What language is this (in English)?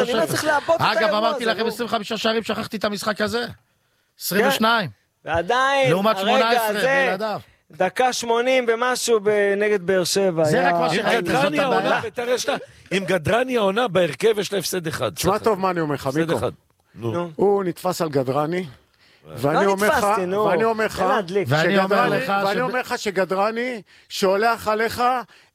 Hebrew